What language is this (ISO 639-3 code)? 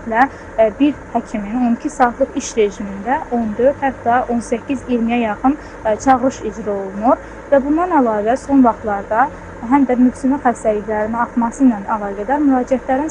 aze